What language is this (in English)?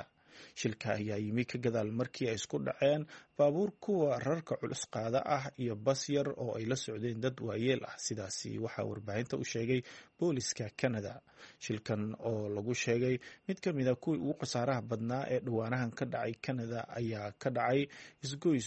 Somali